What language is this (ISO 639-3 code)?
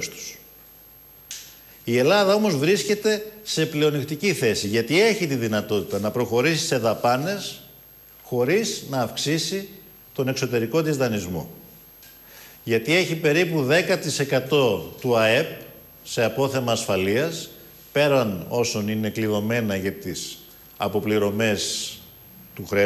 ell